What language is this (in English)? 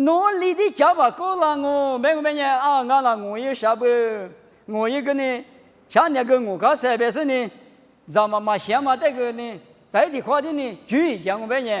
Lisu